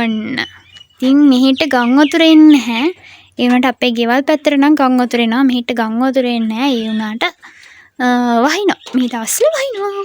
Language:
Sinhala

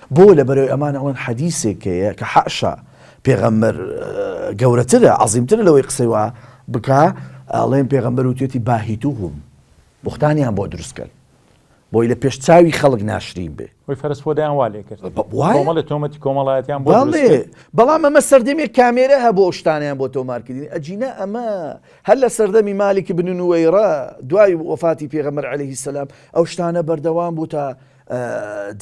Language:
Central Kurdish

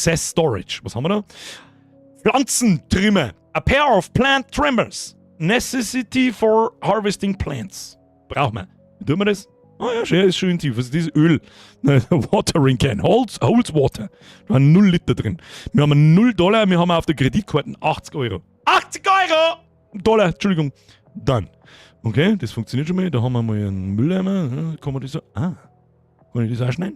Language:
Bavarian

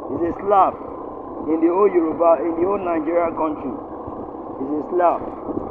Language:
Yoruba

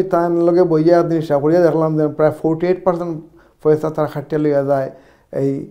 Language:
Sylheti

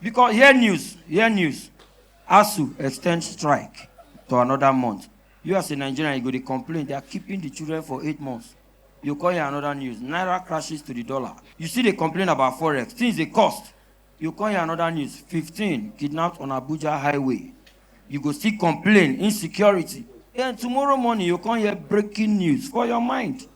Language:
Nigerian Pidgin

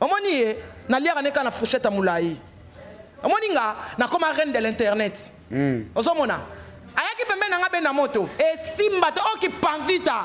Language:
Lingala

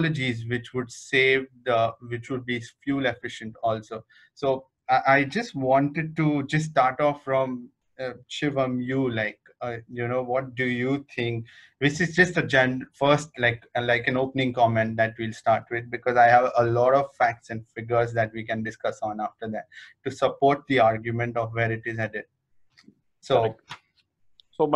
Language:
English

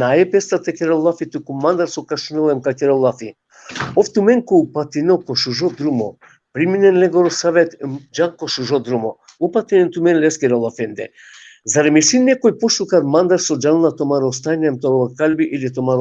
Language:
Balkan Romani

